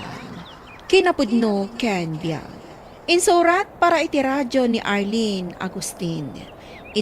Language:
Iloko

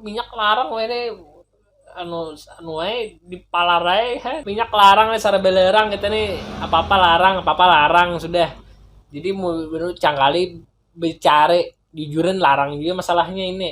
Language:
Banjar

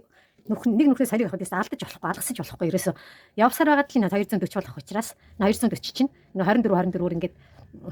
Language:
Mongolian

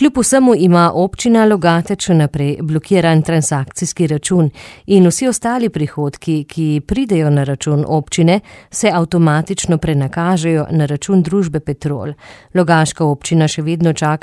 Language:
Slovenian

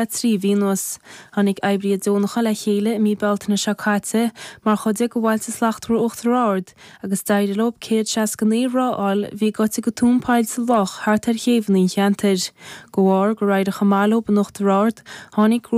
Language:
Irish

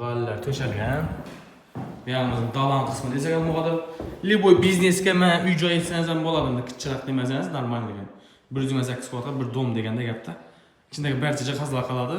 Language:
Uzbek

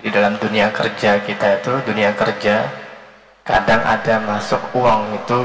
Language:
Banjar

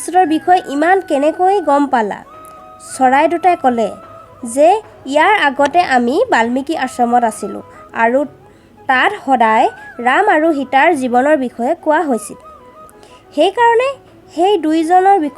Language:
Assamese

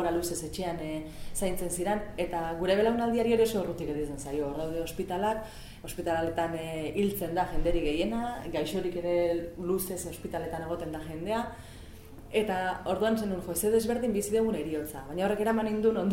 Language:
Basque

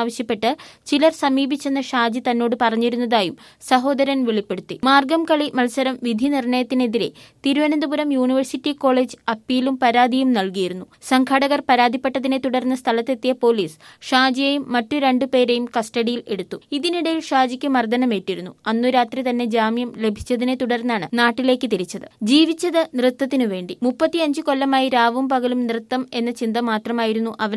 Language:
Malayalam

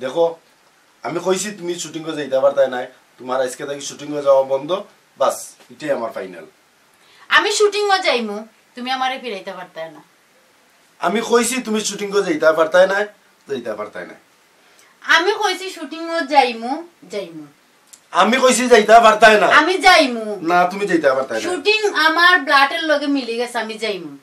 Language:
Sylheti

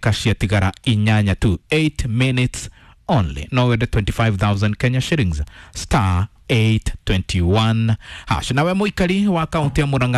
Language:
Kikuyu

